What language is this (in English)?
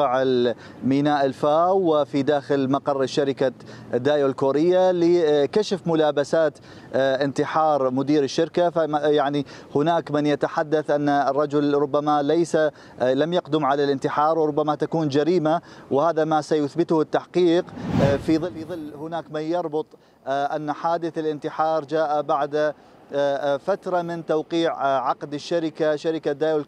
Mesopotamian Arabic